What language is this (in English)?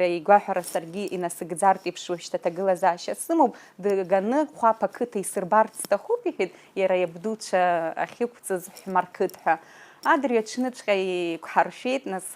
Abkhazian